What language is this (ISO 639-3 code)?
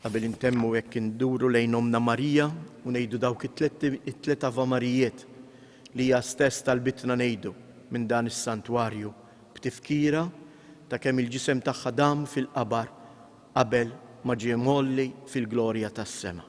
mlt